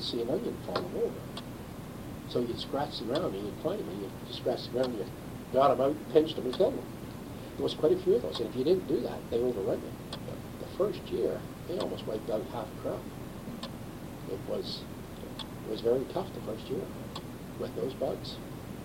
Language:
English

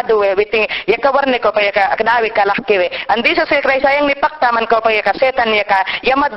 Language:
Mayangna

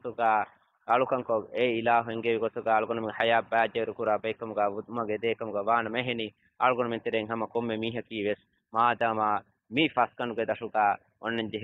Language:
Divehi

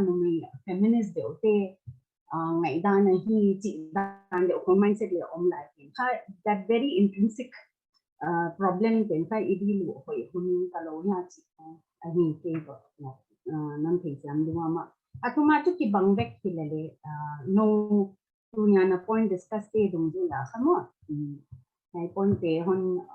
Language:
Paite Chin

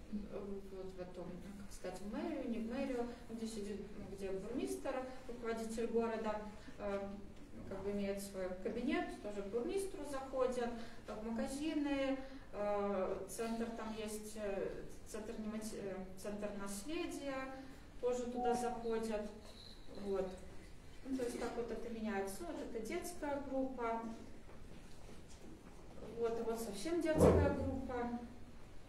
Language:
Russian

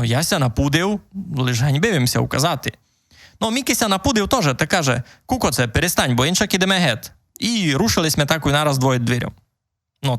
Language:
Rusyn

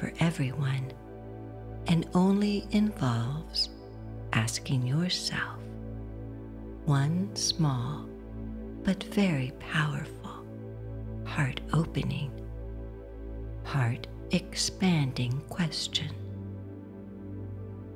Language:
English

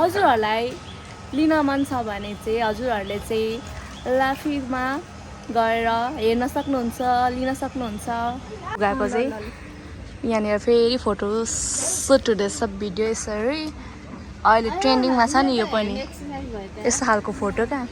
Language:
Nepali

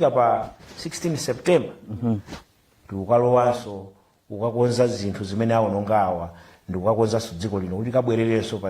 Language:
Nyanja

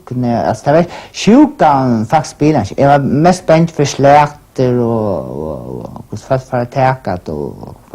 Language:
Faroese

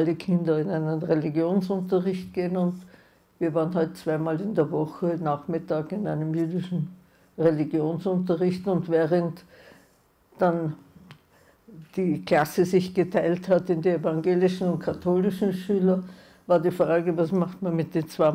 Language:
German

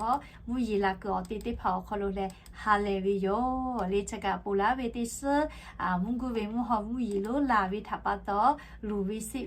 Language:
Lahu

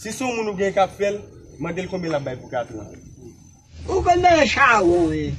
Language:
Haitian Creole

